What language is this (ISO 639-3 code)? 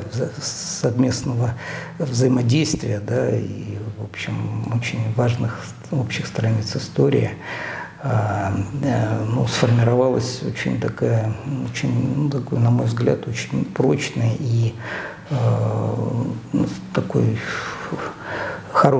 rus